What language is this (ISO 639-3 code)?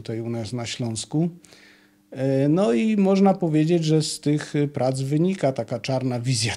pol